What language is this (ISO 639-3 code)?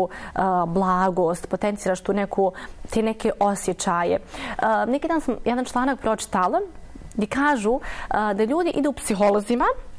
bos